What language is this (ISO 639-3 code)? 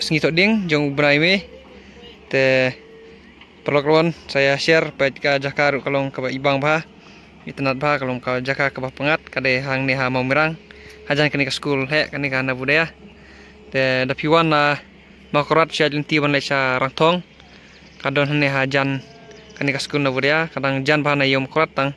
kha